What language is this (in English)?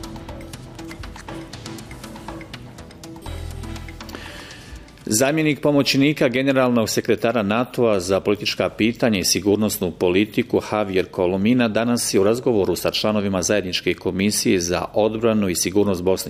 Bosnian